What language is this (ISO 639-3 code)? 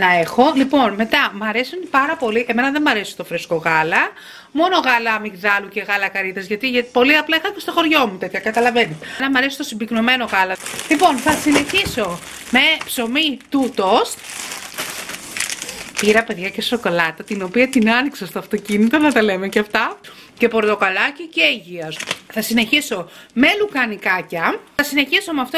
ell